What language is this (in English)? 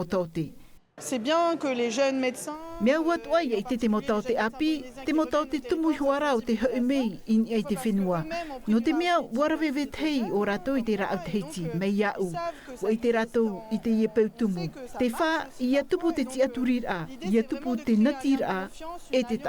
Tahitian